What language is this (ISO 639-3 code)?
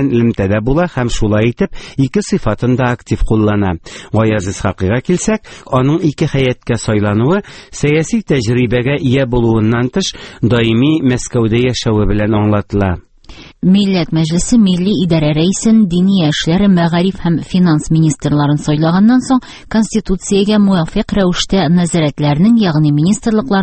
tat